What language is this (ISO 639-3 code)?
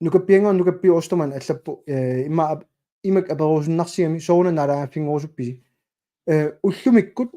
kal